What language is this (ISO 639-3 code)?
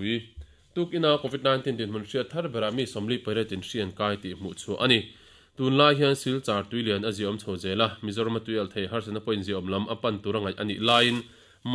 lus